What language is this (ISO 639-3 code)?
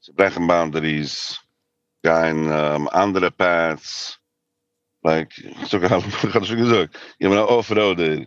yid